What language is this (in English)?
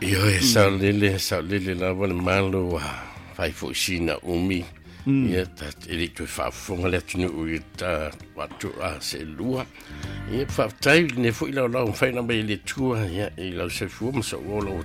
Samoan